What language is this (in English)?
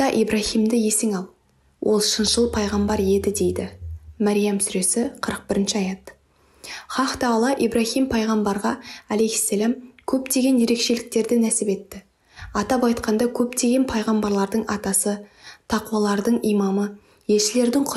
Kazakh